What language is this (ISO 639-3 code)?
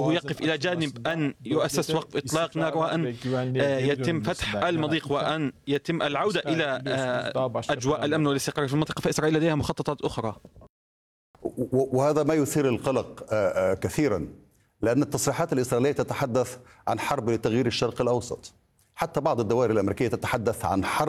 ara